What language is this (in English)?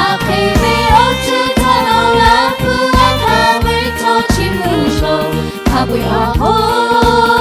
Lahu